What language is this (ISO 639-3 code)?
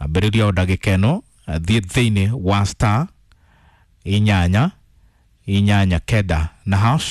kik